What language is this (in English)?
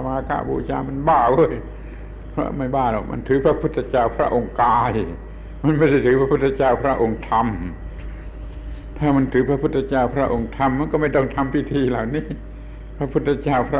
Thai